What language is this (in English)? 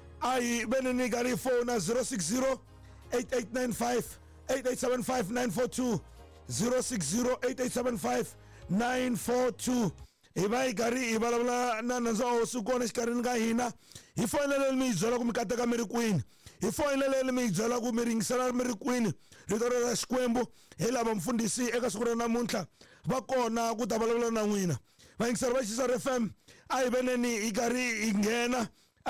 Tsonga